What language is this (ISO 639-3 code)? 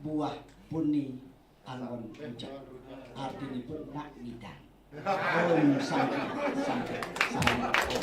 ban